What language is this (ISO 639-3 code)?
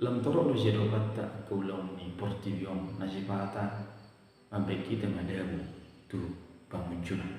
bbc